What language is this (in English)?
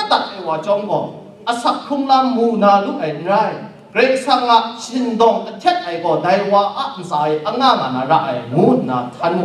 Kachin